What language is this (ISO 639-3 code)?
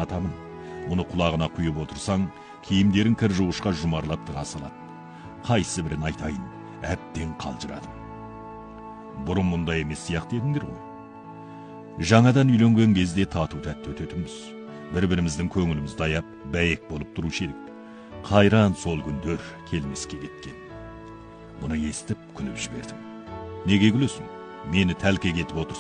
kaz